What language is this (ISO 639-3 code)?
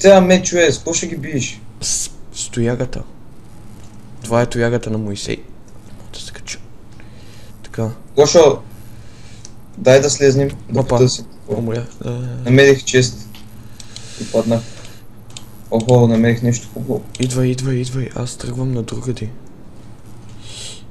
bul